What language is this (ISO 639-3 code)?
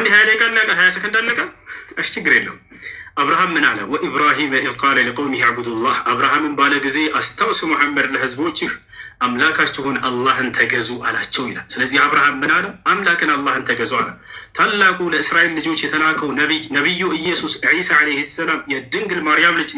amh